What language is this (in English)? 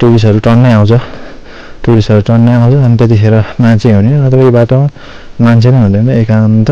Nepali